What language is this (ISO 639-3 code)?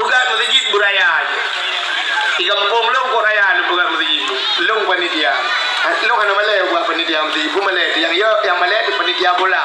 ace